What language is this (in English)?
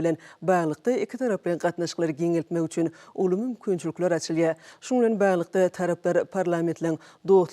Turkmen